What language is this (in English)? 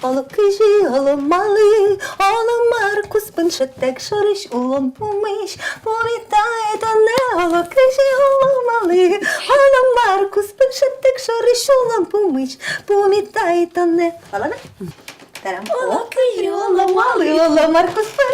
Udmurt